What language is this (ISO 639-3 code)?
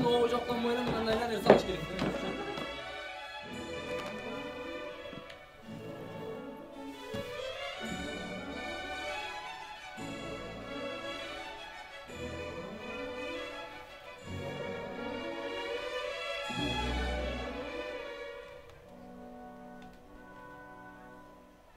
kir